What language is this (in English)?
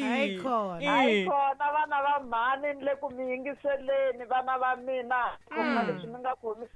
Tsonga